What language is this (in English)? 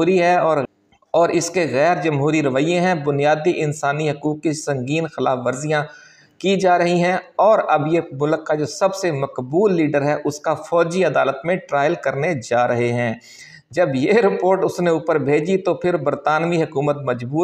Urdu